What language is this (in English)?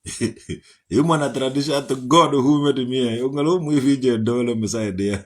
Igbo